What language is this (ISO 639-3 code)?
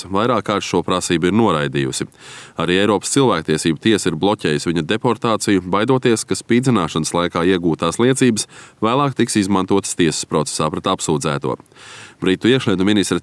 lav